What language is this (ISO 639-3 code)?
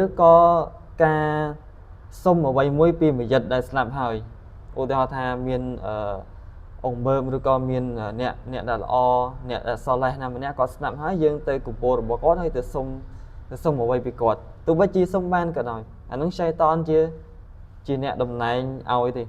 khm